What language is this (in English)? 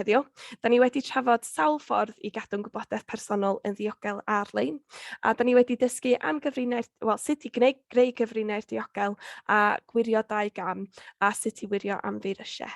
Welsh